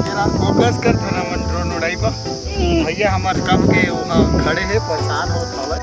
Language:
Chhattisgarhi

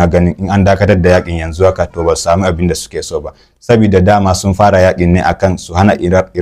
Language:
Hausa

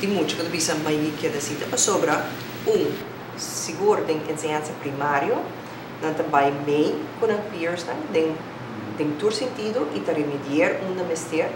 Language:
Papiamento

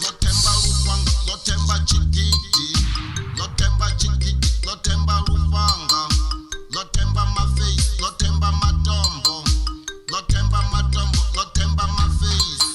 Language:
Venda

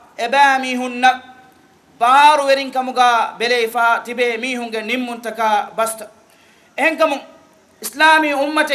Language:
Divehi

